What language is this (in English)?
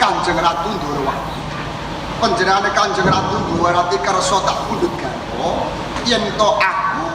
Javanese